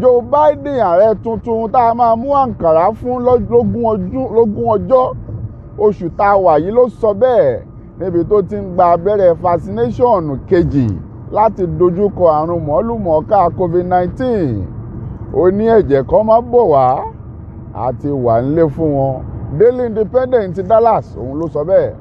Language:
Yoruba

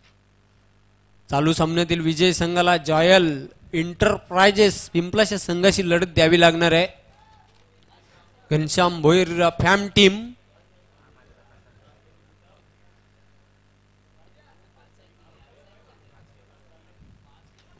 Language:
Marathi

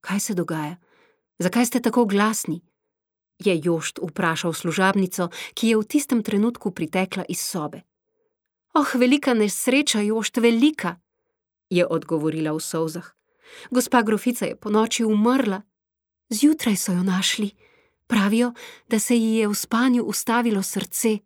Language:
Slovenian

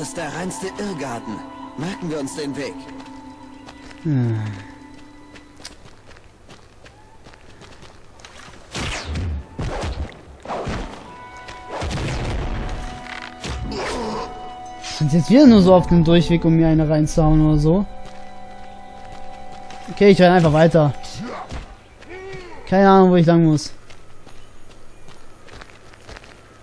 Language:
German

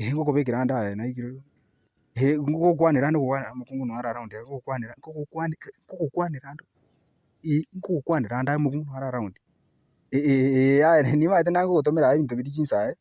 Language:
Gusii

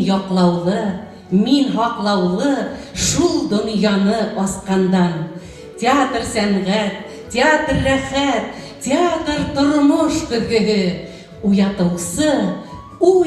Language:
Bashkir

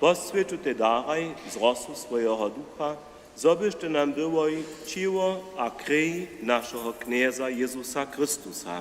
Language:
Upper Sorbian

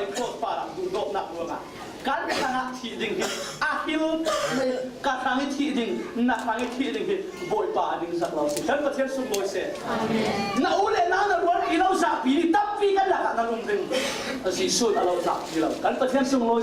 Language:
Falam Chin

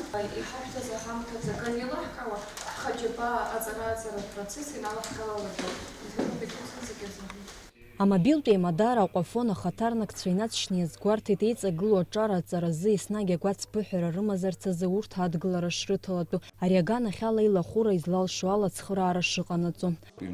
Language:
Abkhazian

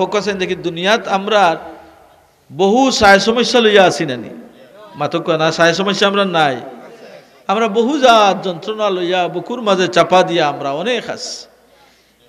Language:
Sylheti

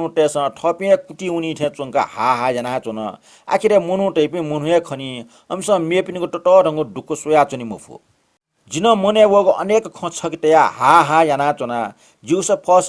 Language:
Newari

